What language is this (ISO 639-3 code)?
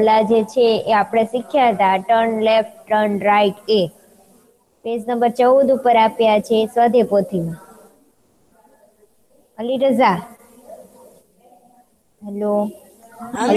guj